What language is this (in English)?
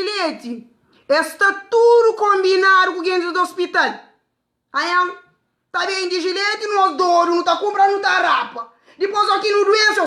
Kabuverdianu